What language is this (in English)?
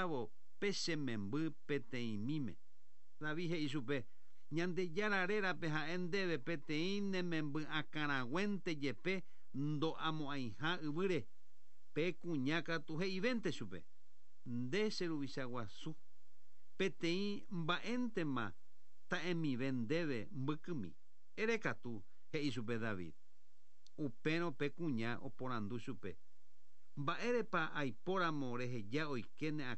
Guarani